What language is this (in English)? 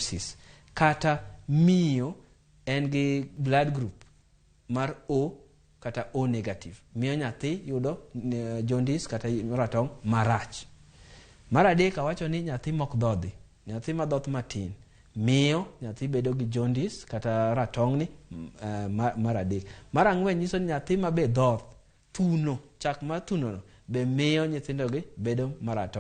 Luo (Kenya and Tanzania)